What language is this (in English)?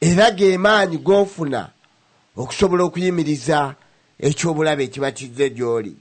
Ganda